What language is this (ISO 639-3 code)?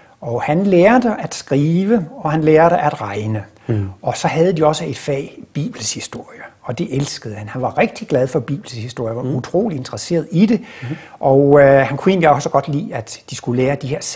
dan